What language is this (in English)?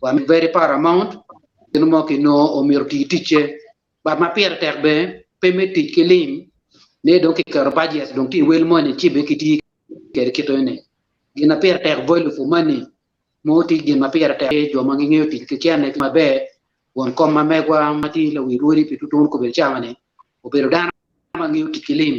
Acoli